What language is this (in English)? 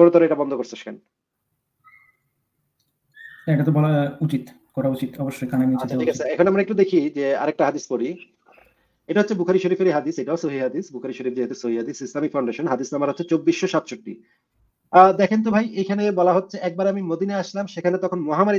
Bangla